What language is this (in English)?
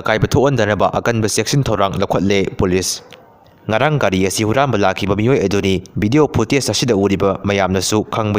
Manipuri